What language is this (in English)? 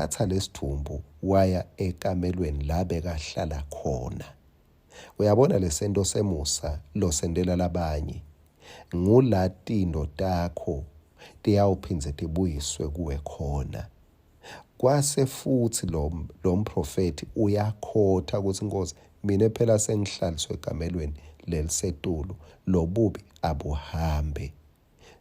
Swati